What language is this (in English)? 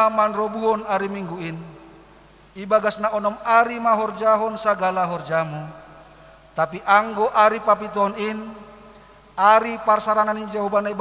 Batak Simalungun